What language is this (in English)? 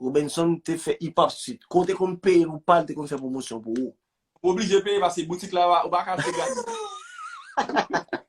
Haitian Creole